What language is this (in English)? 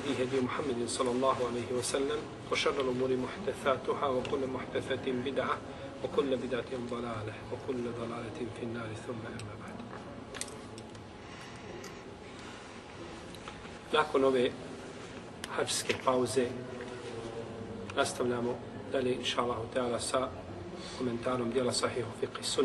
Bosnian